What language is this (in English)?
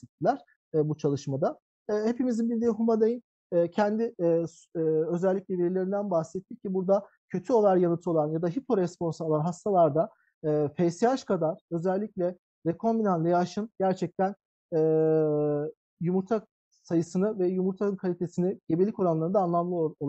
Turkish